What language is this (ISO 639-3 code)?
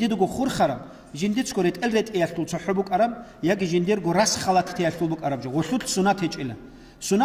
ava